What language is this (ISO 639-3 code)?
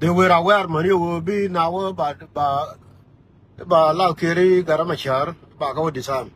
nus